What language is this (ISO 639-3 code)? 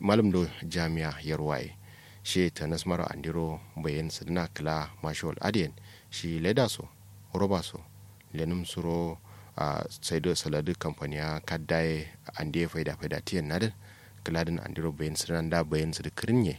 kau